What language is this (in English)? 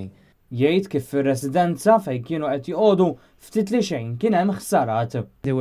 Maltese